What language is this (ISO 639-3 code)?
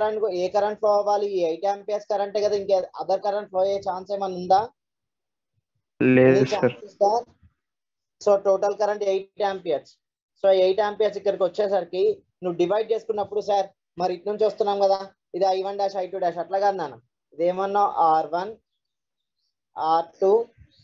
tel